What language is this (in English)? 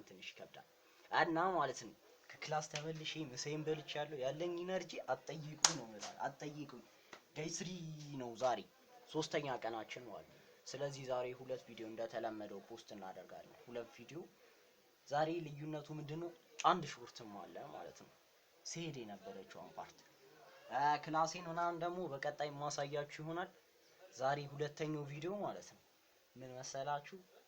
Amharic